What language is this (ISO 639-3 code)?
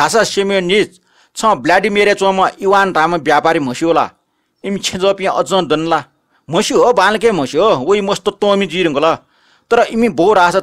new